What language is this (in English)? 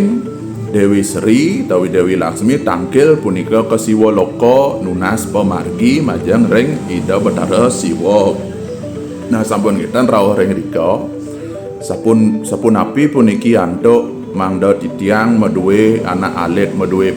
Balinese